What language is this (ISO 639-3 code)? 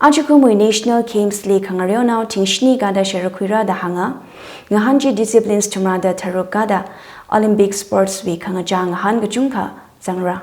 nmf